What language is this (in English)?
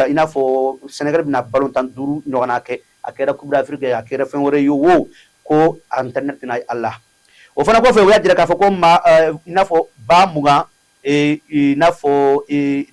Bambara